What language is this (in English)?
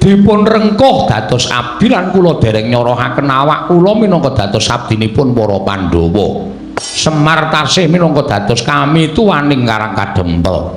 Javanese